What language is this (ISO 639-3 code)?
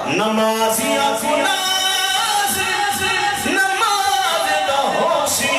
skr